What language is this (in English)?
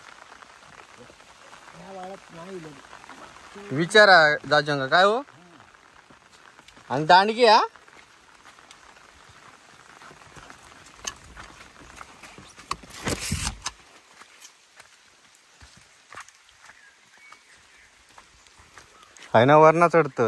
Marathi